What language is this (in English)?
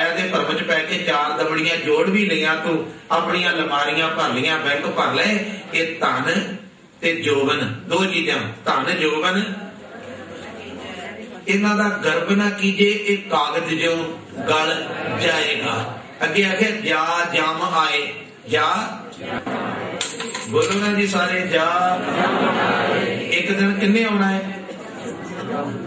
Punjabi